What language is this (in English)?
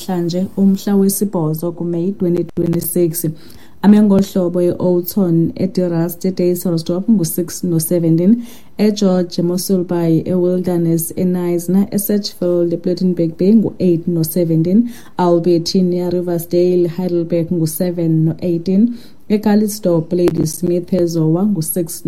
Xhosa